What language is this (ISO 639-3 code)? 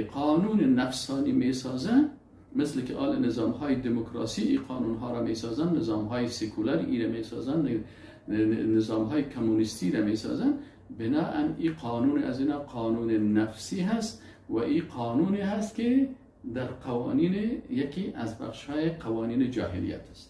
fas